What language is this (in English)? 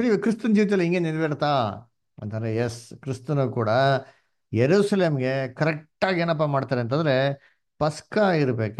Kannada